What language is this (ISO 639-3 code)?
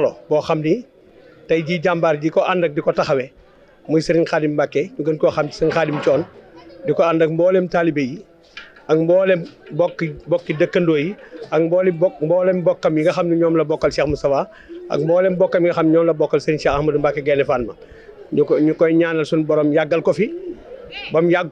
wol